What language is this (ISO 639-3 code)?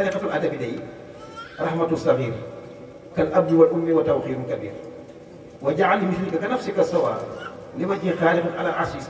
wol